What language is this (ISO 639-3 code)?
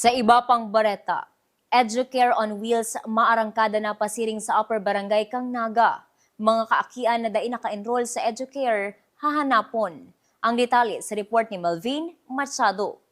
bik